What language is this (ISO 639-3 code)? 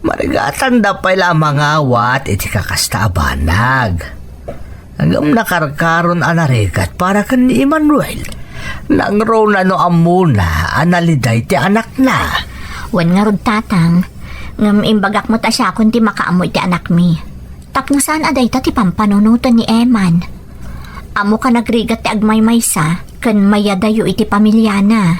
ilo